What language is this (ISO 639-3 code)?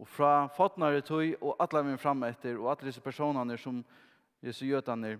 fao